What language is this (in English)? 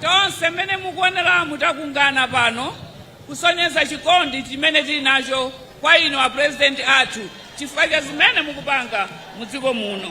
Nyanja